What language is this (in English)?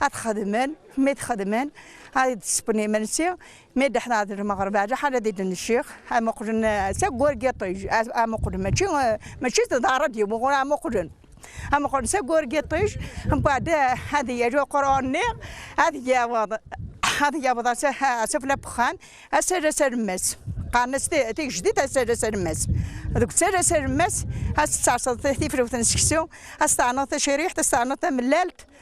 Kabyle